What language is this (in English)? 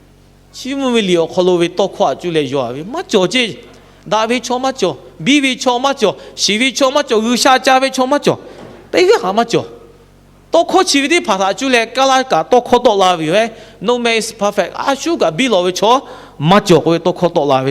Lahu